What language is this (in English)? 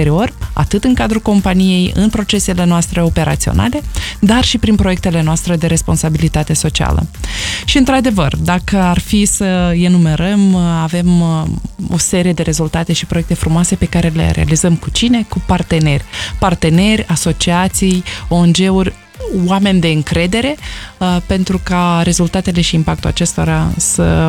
Romanian